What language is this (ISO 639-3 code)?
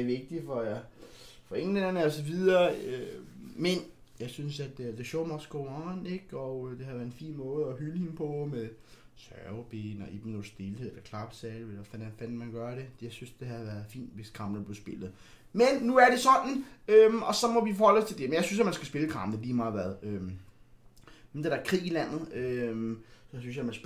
dan